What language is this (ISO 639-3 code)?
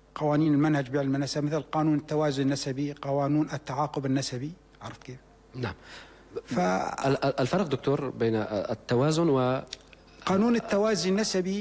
apc